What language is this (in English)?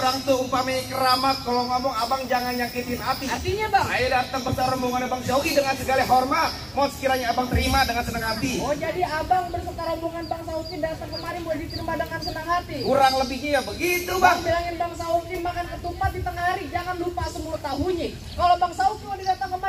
Betawi